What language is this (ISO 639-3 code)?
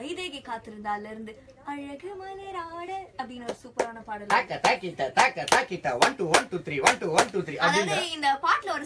tam